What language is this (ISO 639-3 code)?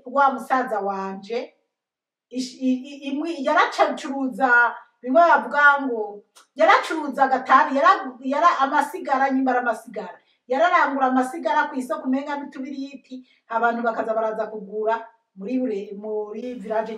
run